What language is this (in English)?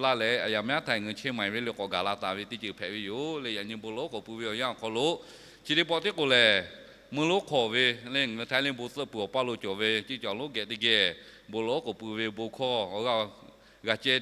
Lahu